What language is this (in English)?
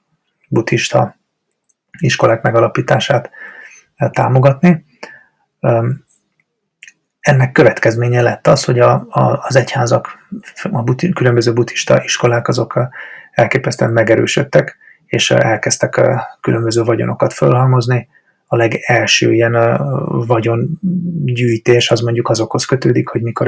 Hungarian